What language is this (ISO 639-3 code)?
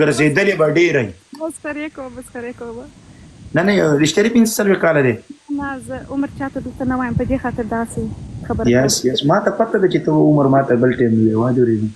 pus